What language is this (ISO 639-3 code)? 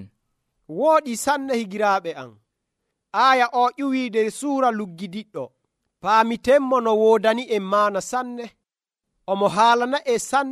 fuv